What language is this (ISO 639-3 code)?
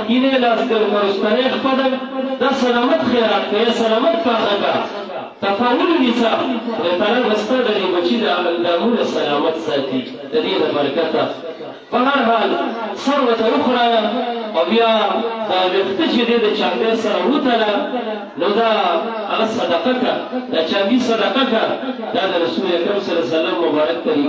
pus